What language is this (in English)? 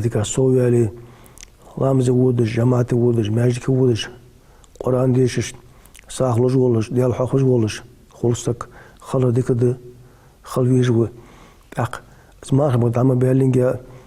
Ingush